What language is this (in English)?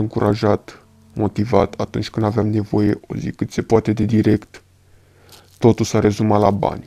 Romanian